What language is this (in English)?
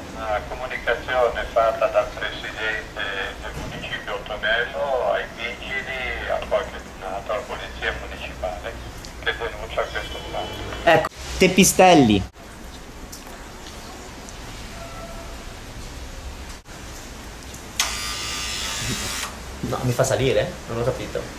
Italian